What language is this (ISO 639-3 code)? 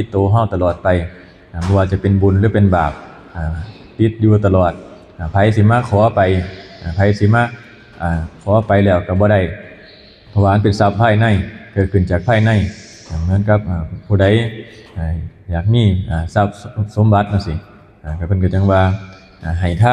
lao